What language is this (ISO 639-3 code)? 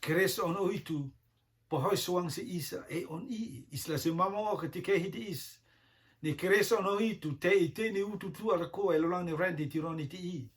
rtm